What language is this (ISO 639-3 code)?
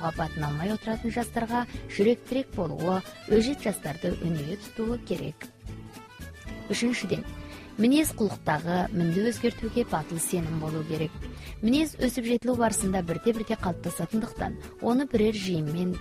kaz